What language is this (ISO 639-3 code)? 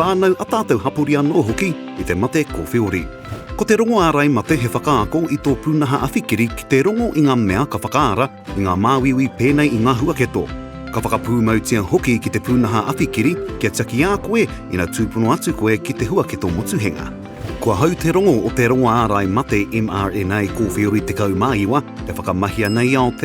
mri